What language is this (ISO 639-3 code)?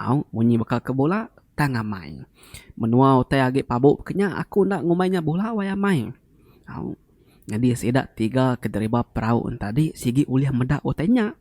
iba